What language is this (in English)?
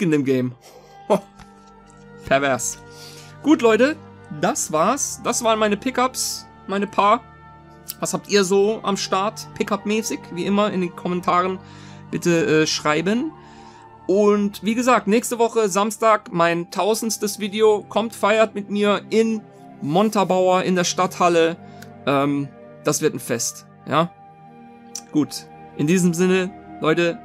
German